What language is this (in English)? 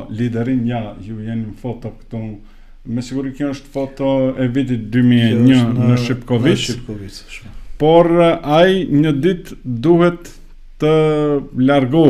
Albanian